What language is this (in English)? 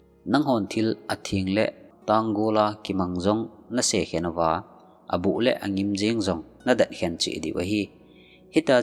Thado Chin